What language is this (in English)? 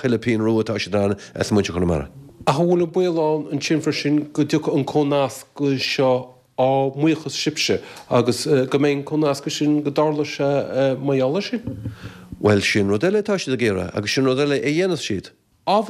Irish